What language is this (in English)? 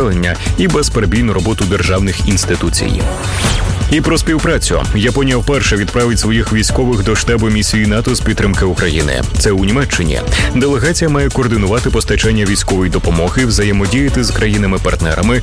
Ukrainian